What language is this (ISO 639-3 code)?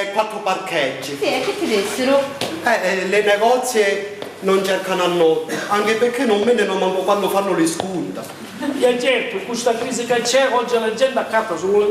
scn